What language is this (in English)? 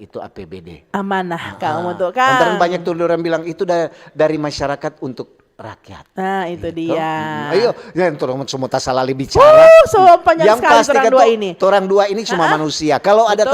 Manado Malay